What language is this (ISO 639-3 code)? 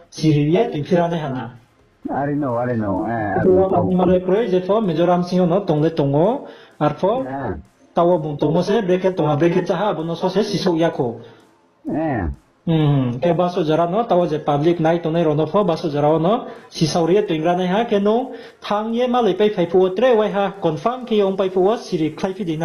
ria